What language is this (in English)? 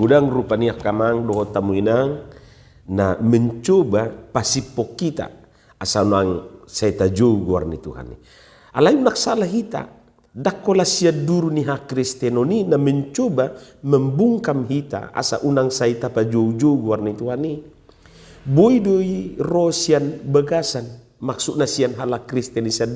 Batak Toba